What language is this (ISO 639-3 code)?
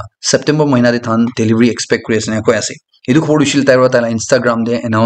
nag